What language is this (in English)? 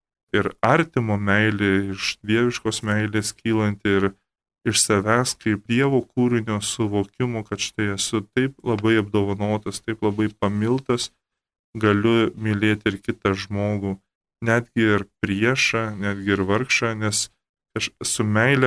Lithuanian